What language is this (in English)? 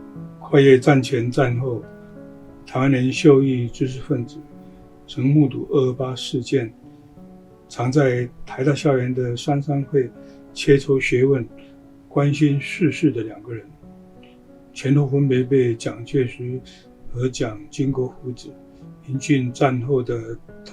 Min Nan Chinese